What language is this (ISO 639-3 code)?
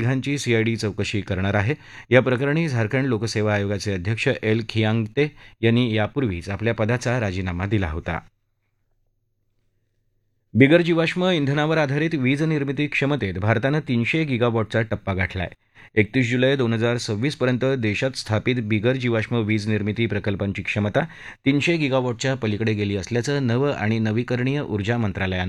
mar